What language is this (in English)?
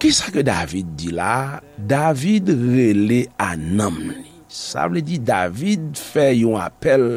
Haitian Creole